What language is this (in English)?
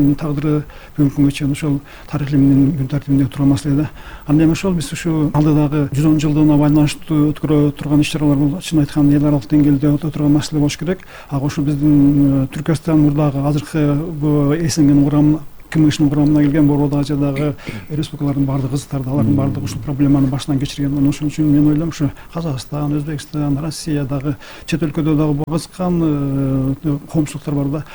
Kyrgyz